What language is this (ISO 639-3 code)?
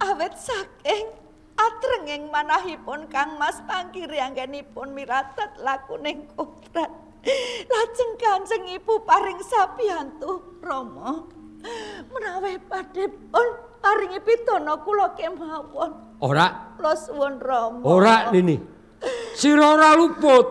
jav